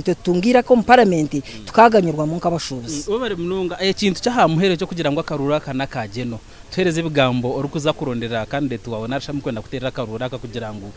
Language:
Nyankole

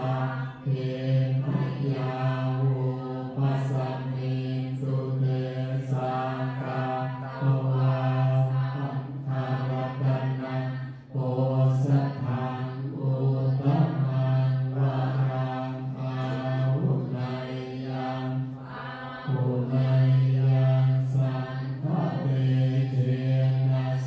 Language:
Pali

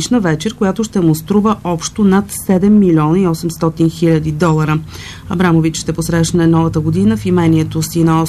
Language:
Bulgarian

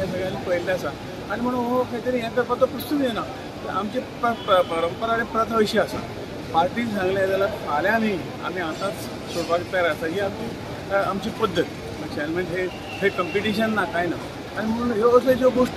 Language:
Konkani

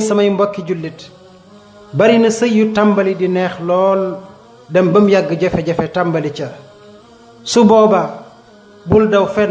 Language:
Wolof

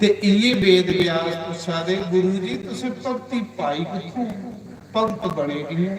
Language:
Dogri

